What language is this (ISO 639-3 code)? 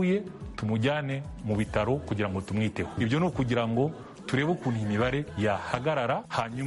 kin